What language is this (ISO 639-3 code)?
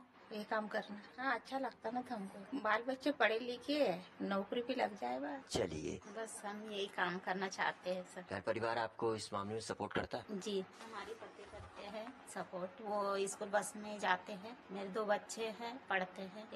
hin